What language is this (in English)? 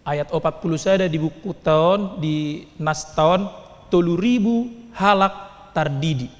Batak Toba